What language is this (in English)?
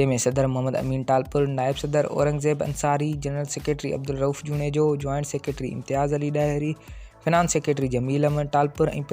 Sindhi